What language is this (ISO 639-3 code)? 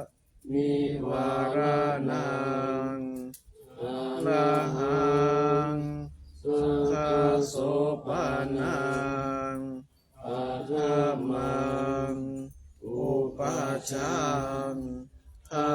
pli